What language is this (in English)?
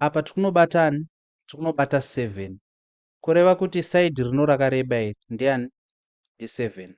Shona